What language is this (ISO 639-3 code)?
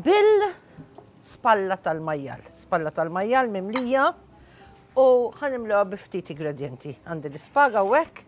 mlt